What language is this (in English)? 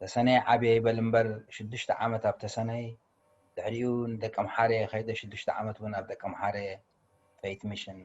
Tigrinya